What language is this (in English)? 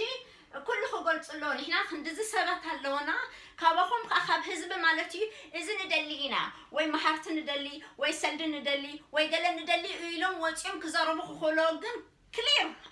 Tigrinya